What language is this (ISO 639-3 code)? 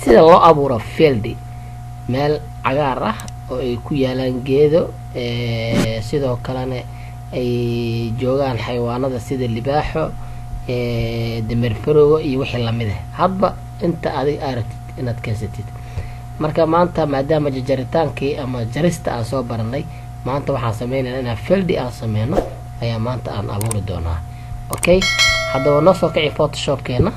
som